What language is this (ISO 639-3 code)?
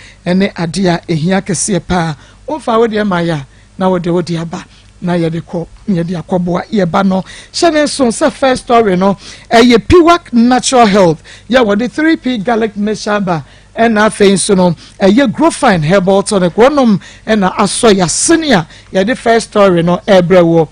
aka